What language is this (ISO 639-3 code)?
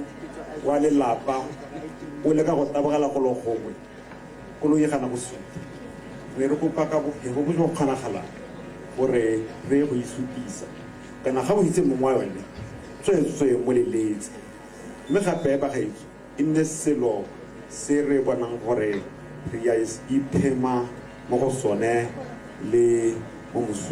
tsn